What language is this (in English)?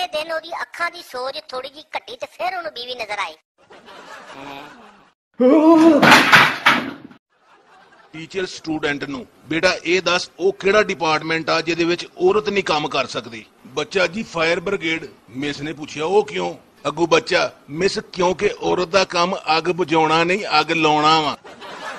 Punjabi